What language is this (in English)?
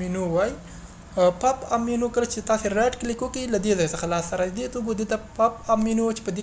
Pashto